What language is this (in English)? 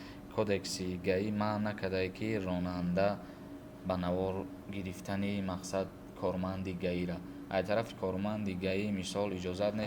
Tajik